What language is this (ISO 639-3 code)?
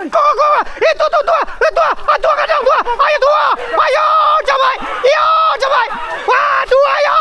min